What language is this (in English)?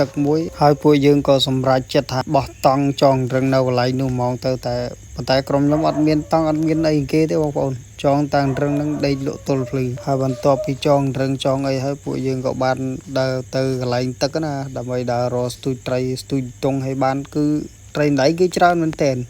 Khmer